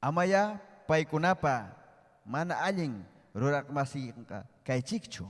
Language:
Ayacucho Quechua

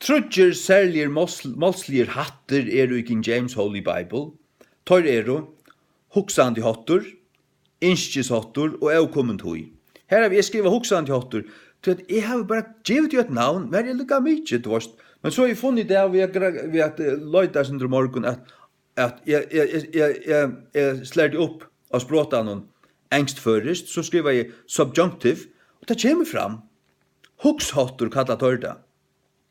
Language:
Faroese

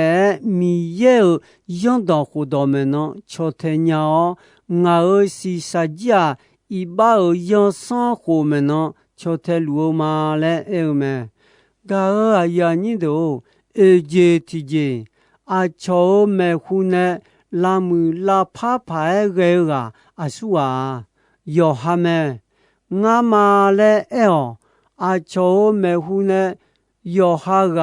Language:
Akha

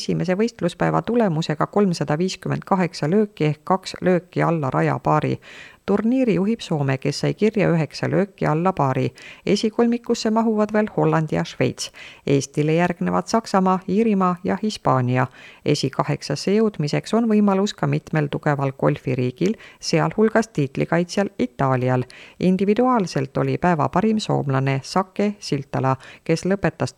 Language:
Estonian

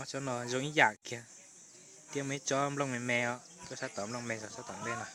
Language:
Hmong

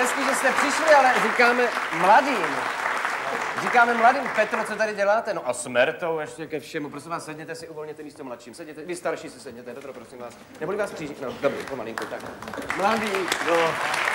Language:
Czech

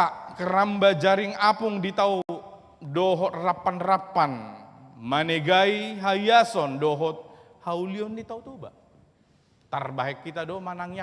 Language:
Batak Toba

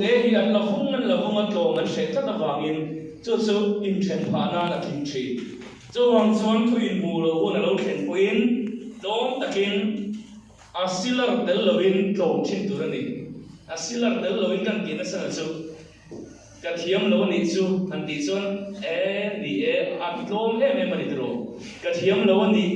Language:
Mizo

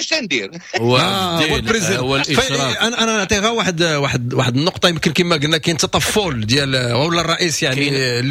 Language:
Moroccan Arabic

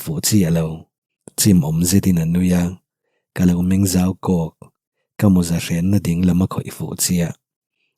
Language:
Mizo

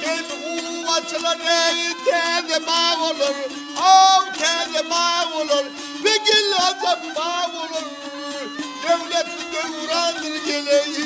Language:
Turkmen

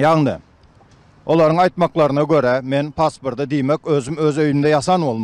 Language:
Turkmen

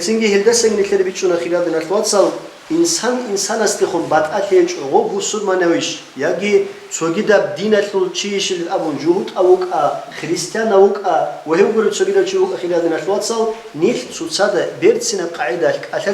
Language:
Avaric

